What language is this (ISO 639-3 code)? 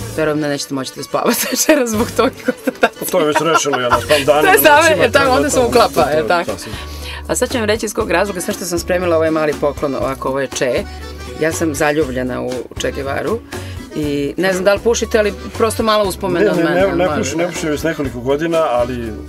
srp